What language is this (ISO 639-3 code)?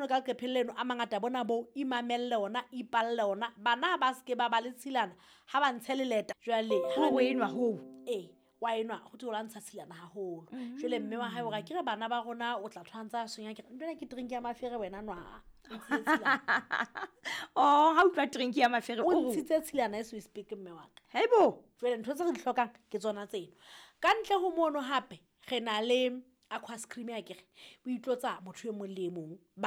sot